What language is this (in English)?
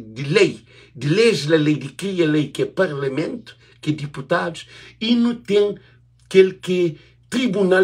Kabuverdianu